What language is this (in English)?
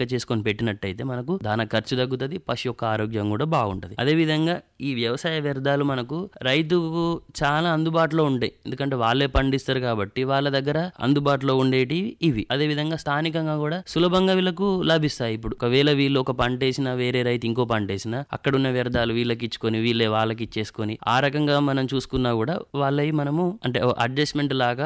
Telugu